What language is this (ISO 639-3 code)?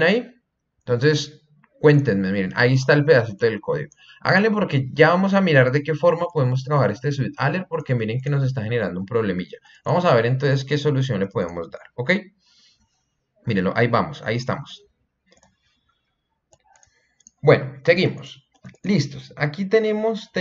spa